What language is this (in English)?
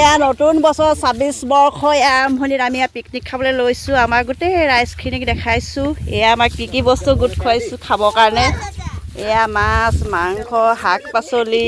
Assamese